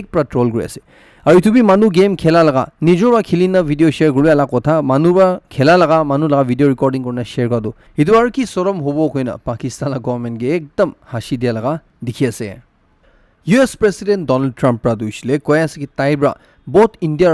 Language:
Naga Pidgin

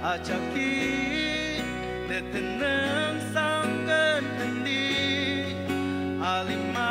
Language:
Ao Naga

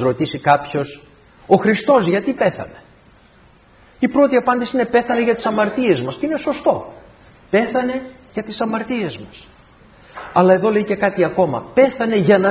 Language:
Greek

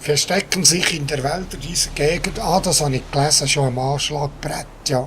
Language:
Swiss German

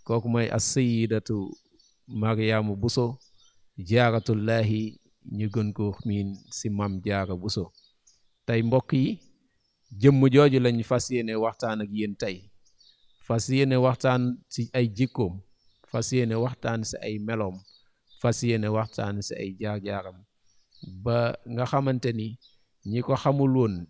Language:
Wolof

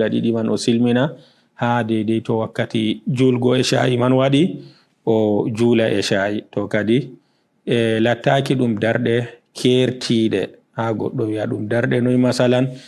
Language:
Fula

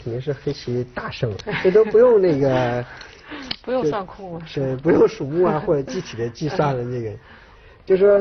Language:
Chinese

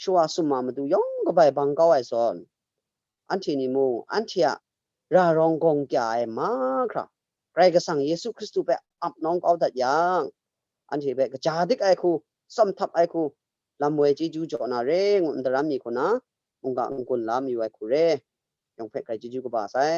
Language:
Kachin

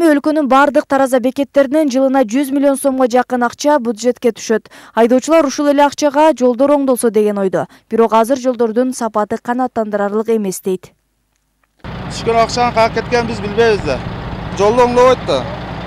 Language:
Kyrgyz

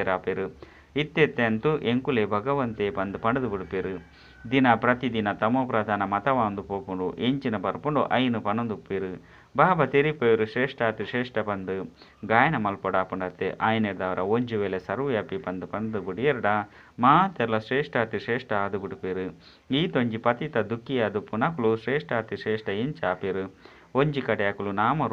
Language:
Tulu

